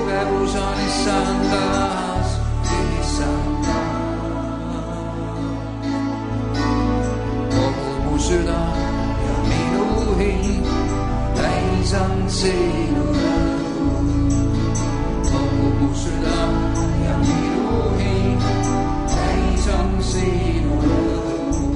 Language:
Estonian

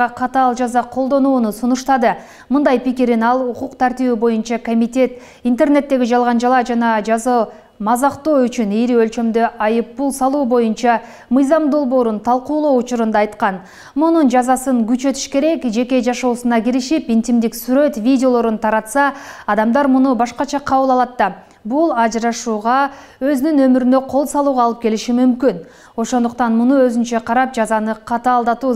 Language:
Kyrgyz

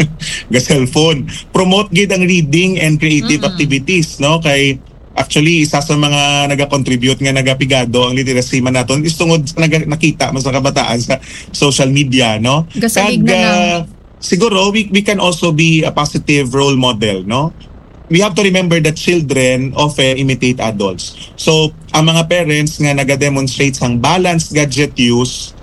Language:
Hiligaynon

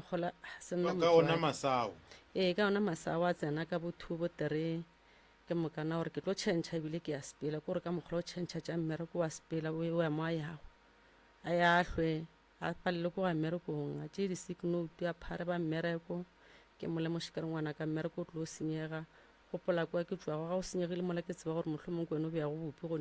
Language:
Northern Sotho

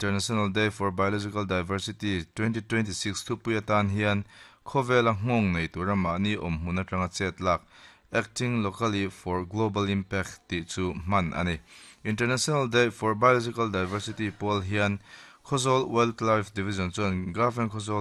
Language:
Mizo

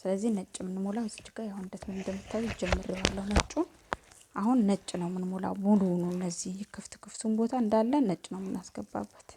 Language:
Amharic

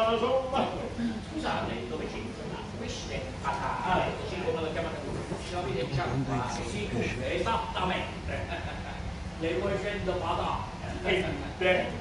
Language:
Italian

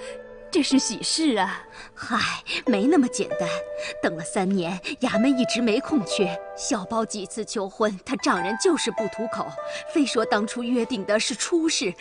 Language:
Chinese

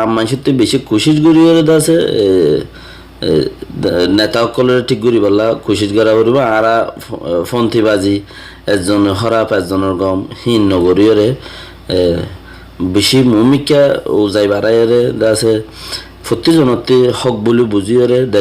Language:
Rohingya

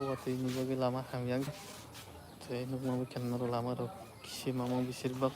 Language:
Kok Borok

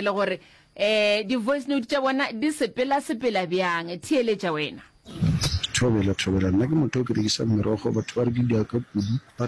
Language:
Northern Sotho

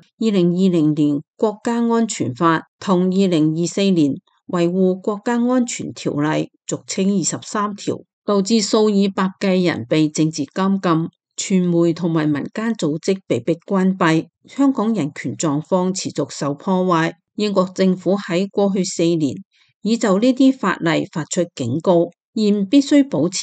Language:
Cantonese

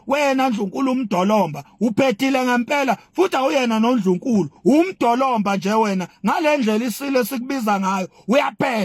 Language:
Zulu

